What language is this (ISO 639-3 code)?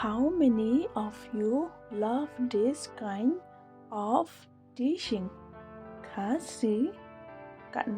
kha